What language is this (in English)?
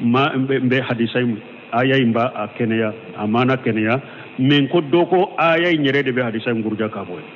Bambara